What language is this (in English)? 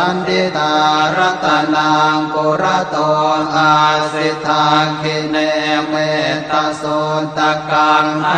Pali